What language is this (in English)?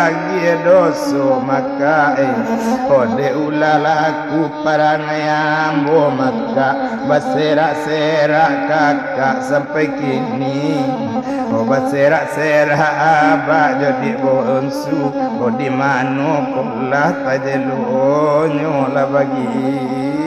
Minangkabau